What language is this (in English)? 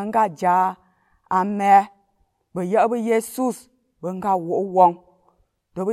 Azerbaijani